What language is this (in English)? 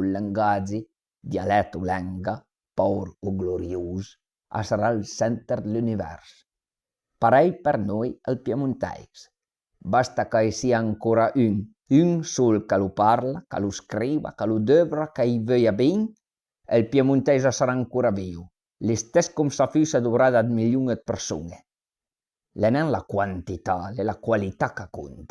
Piedmontese